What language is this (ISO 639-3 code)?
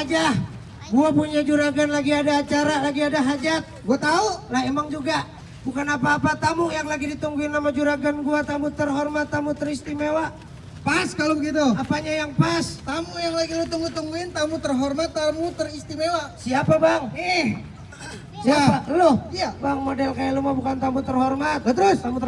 bew